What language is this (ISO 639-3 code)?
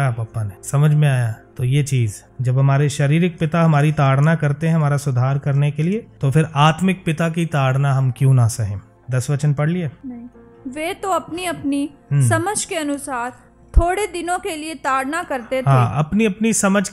hin